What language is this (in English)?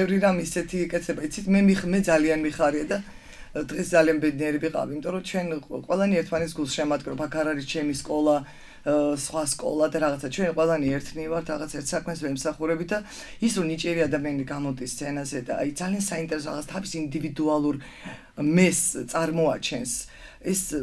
Georgian